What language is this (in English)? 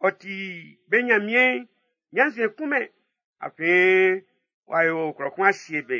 Baoulé